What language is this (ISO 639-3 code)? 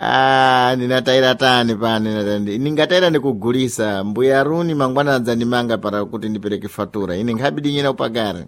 seh